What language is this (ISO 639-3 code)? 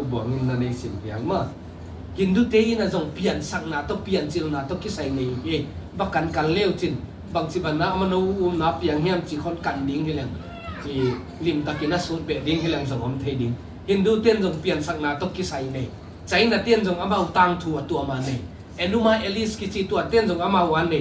ctd